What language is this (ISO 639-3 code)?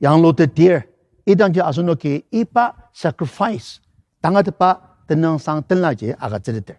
njo